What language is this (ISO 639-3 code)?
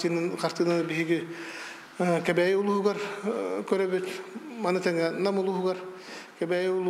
sah